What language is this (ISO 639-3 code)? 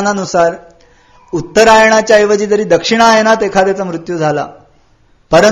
mar